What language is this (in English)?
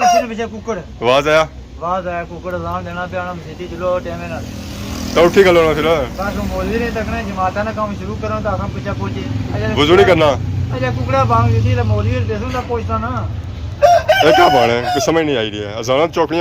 Pahari-Potwari